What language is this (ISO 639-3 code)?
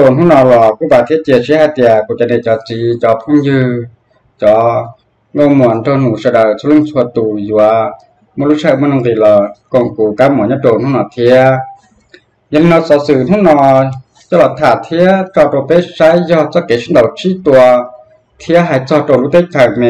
hmn